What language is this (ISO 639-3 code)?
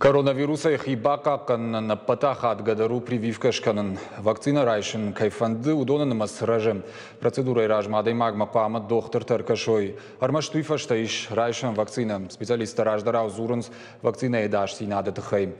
oss